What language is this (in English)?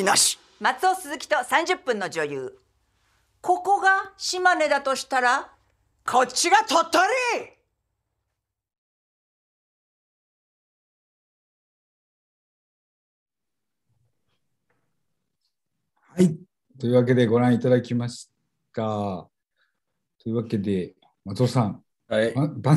Japanese